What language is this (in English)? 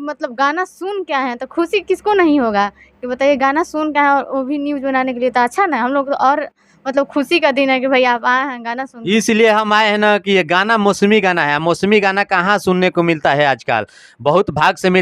Bhojpuri